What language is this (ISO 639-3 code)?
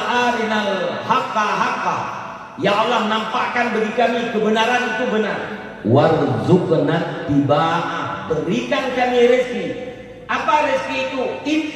ace